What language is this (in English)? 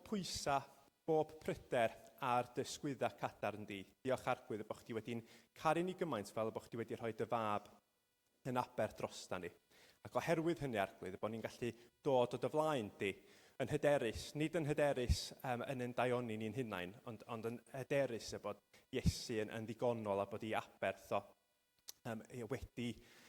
Welsh